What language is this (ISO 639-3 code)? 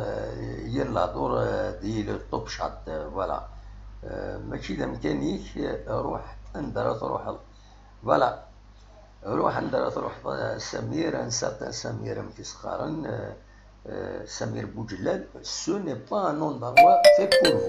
kab